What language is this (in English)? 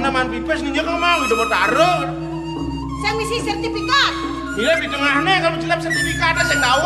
Balinese